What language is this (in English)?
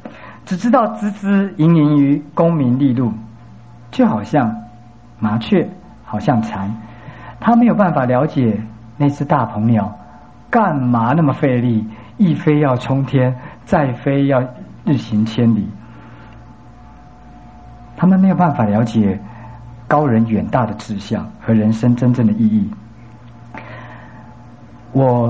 Chinese